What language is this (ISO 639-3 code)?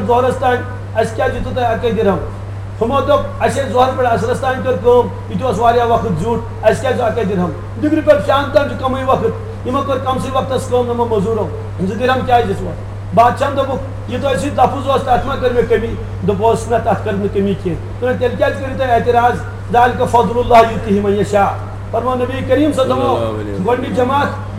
kas